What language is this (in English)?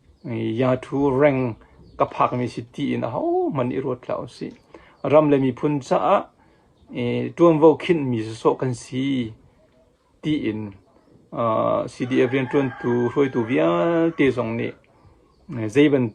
Hakha Chin